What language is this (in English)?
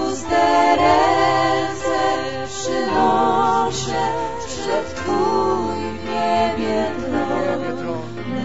Polish